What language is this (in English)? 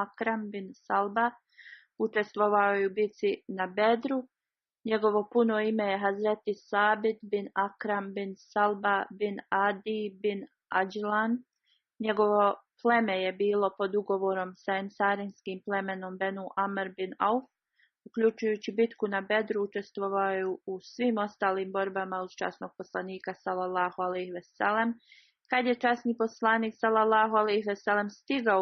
Bosnian